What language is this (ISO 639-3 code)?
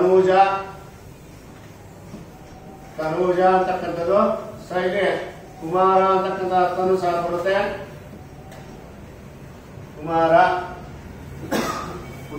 kan